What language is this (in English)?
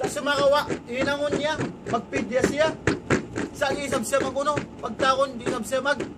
Tausug